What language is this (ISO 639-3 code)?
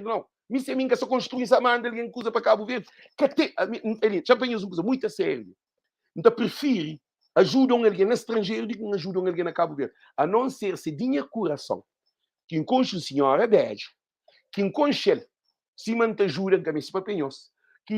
kea